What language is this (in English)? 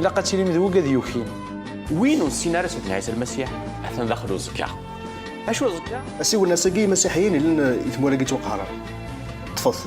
Kabyle